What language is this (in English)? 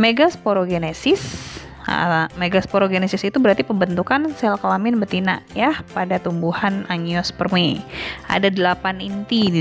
Indonesian